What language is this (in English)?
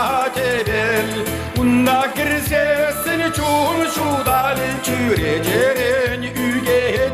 Chuvash